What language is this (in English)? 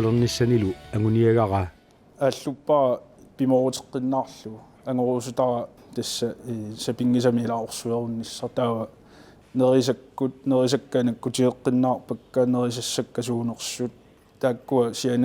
Kalaallisut